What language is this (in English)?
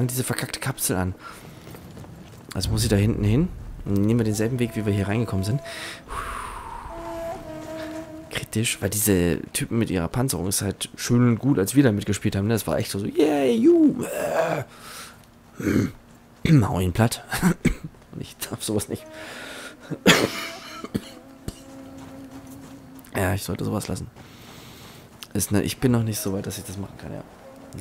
German